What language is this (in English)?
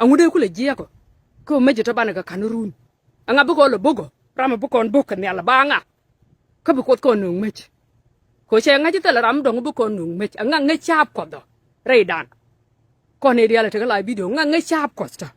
Nuer